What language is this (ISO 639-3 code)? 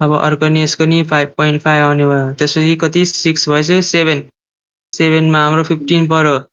nep